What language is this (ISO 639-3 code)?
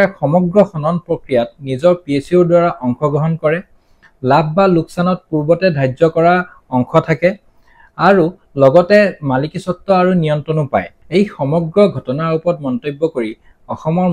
asm